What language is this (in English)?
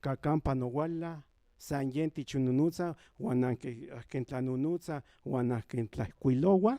Central Nahuatl